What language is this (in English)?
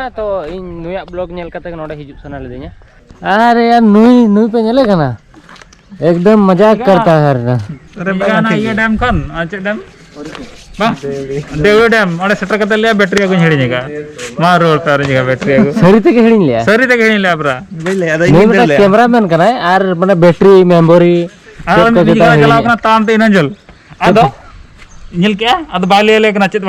Santali